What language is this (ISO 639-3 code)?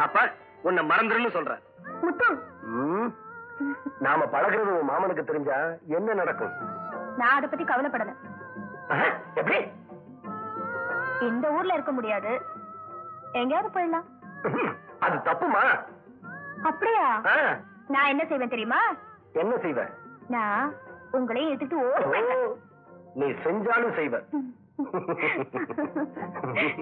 tam